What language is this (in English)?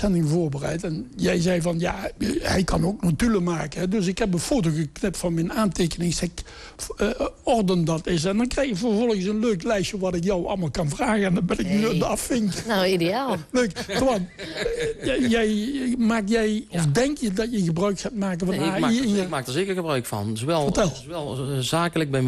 Dutch